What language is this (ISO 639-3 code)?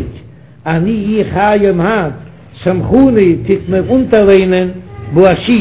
yid